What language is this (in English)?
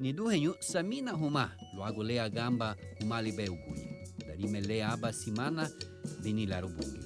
Garifuna